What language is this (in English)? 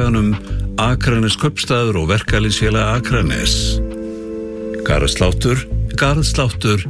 Icelandic